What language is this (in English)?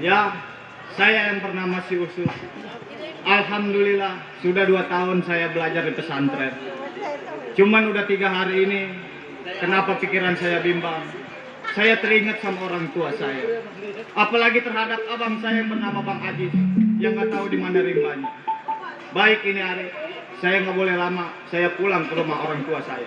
Betawi